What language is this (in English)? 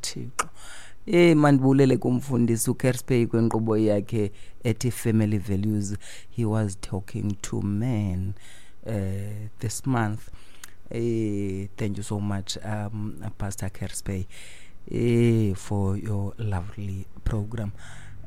Xhosa